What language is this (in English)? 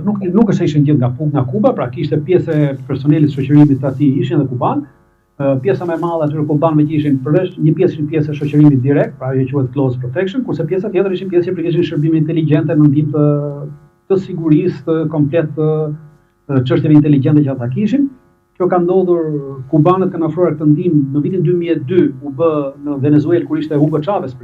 Albanian